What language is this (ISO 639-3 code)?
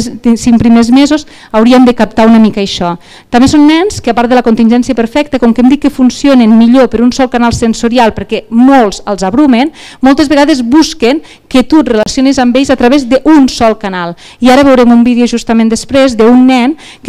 cat